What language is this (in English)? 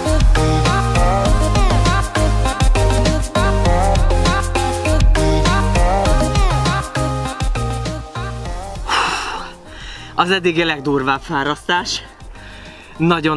Hungarian